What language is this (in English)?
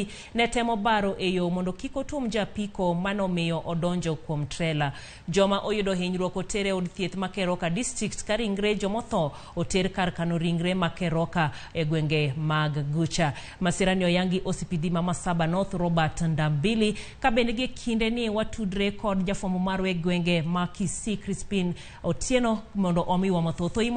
Luo (Kenya and Tanzania)